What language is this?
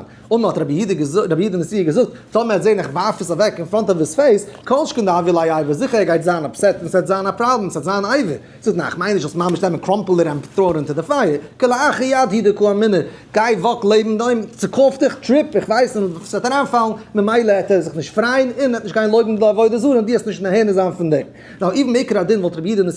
Yiddish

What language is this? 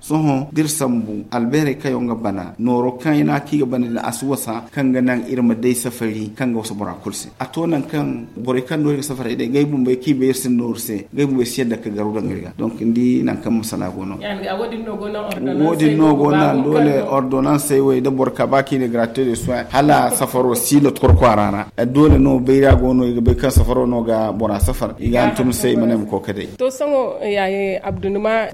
Zarma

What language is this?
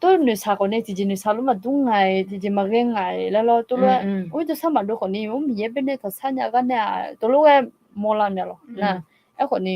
Akha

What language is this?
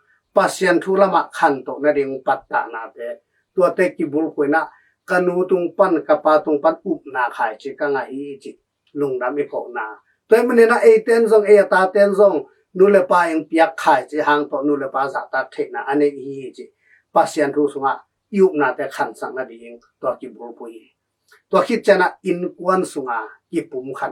Tedim Chin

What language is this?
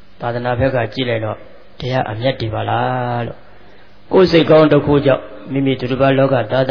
Burmese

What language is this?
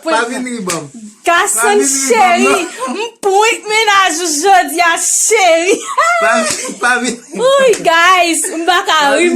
Haitian Creole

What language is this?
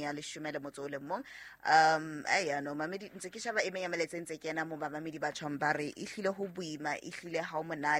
Southern Sotho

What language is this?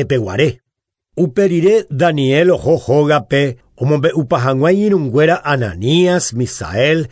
Guarani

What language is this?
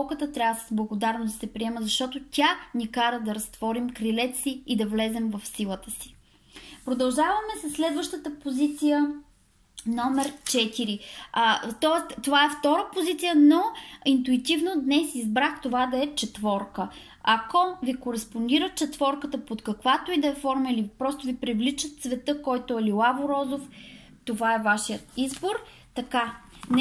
Bulgarian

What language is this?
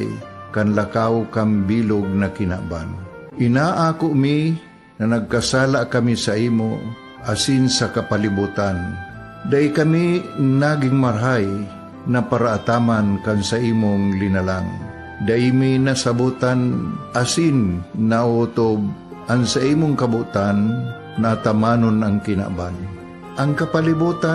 Bikol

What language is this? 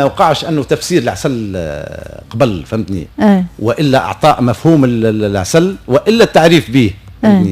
Tunisian Arabic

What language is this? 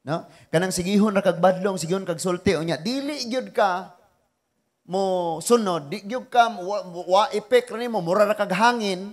Cebuano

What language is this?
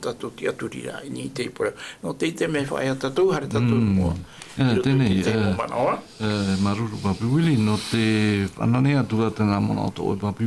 Tahitian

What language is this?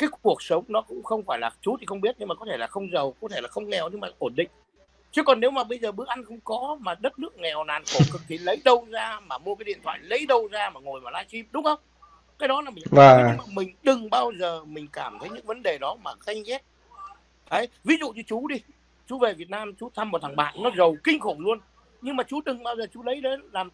Vietnamese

